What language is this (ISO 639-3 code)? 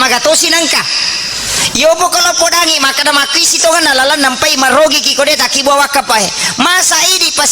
bug